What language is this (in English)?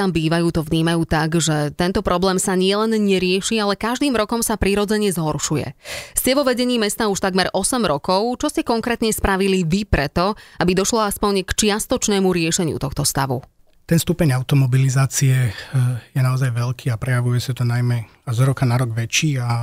Slovak